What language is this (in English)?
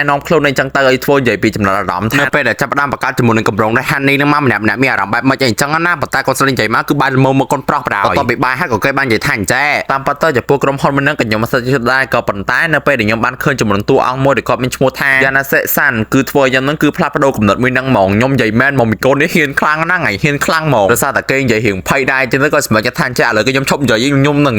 Khmer